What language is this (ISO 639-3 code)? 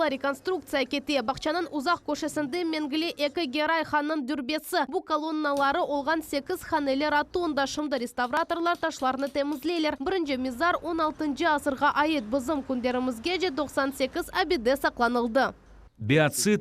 crh